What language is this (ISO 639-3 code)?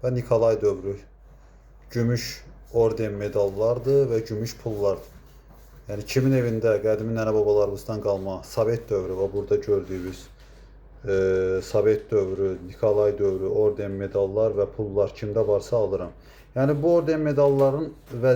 aze